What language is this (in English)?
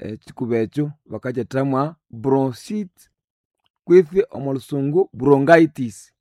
Nande